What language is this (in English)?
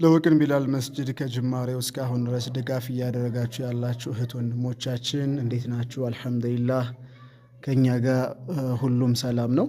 Amharic